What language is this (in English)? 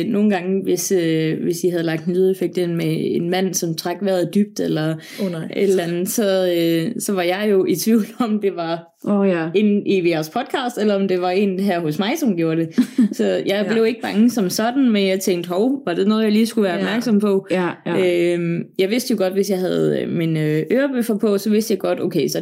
Danish